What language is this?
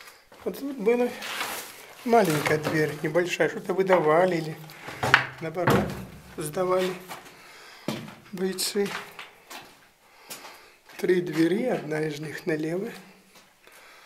Russian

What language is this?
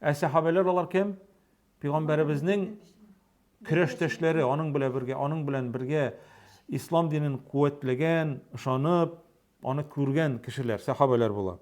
Tatar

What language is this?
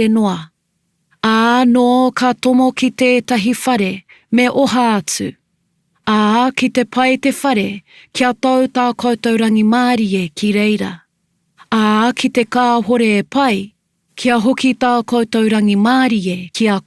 Māori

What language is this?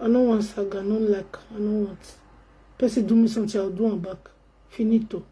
Nigerian Pidgin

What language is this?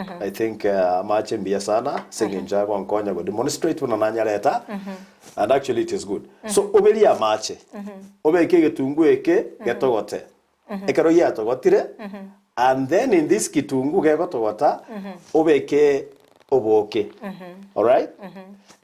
Gusii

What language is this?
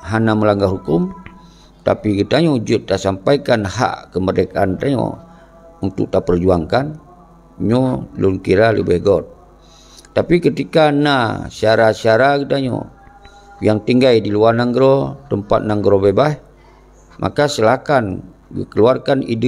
Achinese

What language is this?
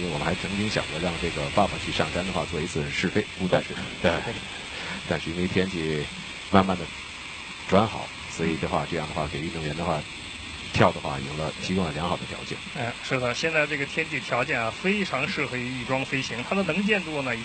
Chinese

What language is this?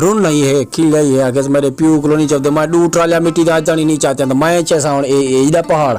Saraiki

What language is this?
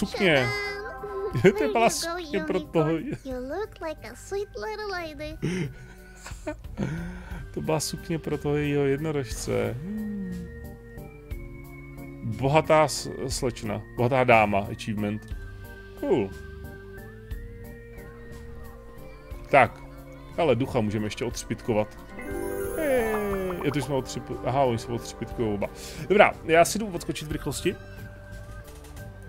Czech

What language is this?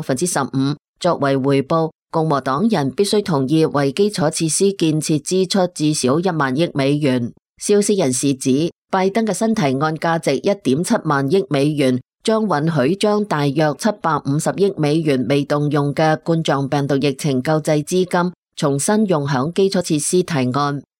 Cantonese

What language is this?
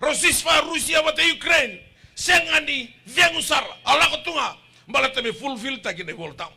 Fijian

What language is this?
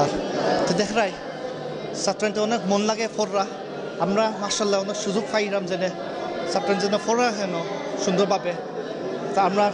Sylheti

